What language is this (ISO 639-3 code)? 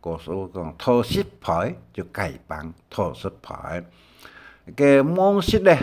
hak